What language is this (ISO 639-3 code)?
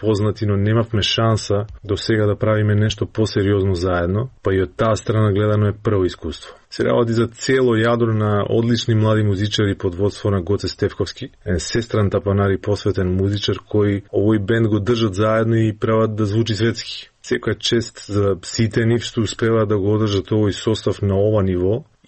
mkd